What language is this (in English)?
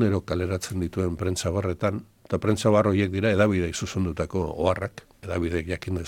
Basque